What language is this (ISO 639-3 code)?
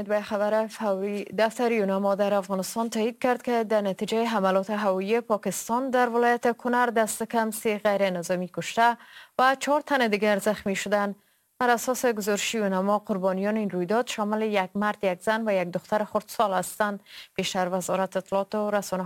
fas